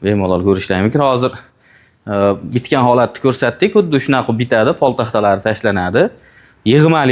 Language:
Uzbek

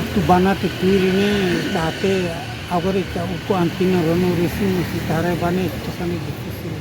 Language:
Tetum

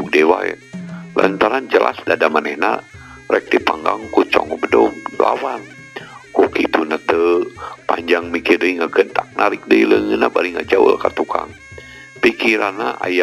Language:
Sundanese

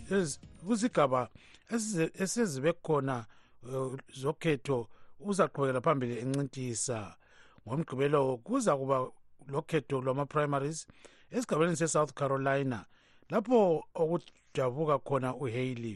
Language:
North Ndebele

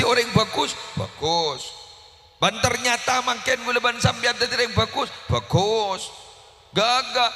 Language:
Madurese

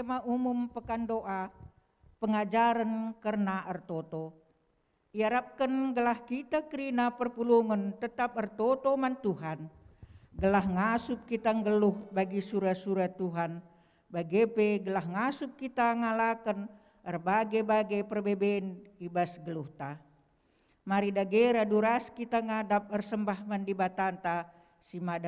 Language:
Batak Karo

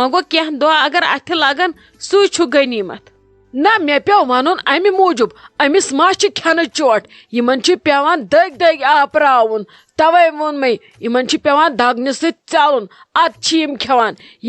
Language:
Kashmiri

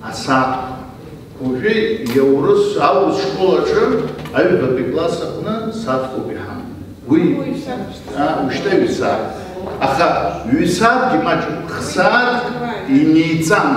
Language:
Abkhazian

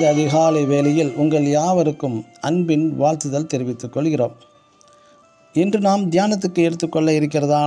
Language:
Tamil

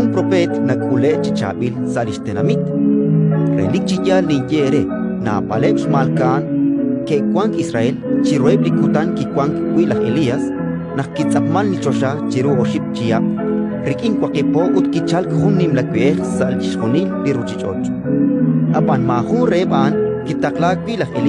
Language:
Kekchí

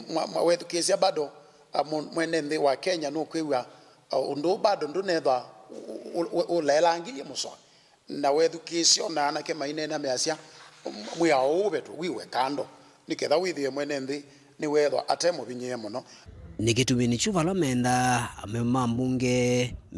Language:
Kamba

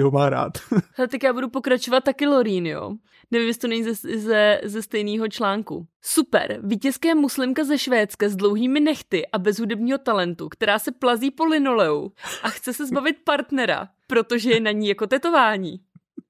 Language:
Czech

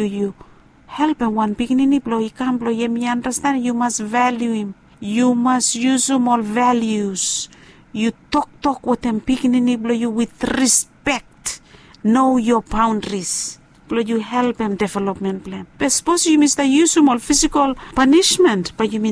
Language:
Bislama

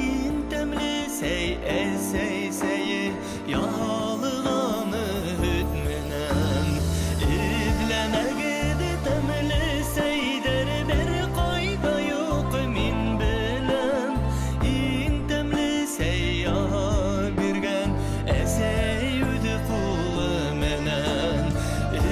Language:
Bashkir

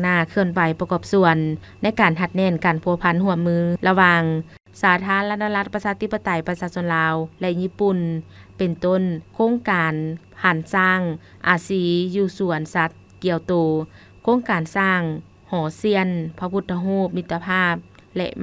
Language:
Lao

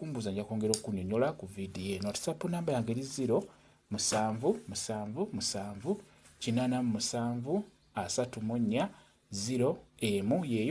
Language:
Ganda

